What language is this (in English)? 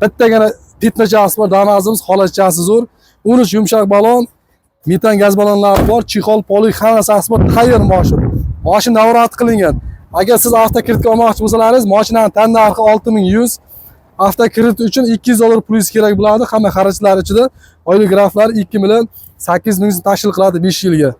Uzbek